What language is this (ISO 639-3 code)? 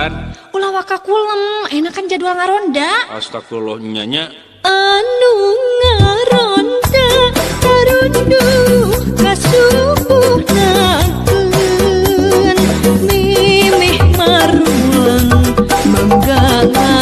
sun